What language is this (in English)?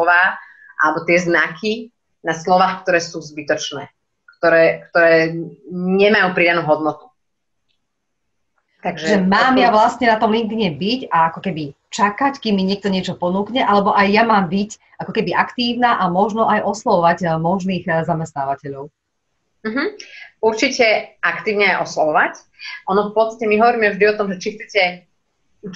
Slovak